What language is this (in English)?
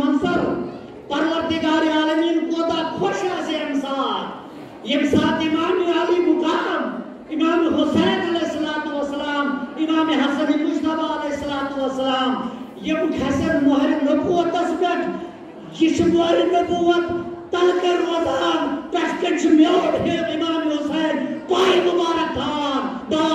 Kashmiri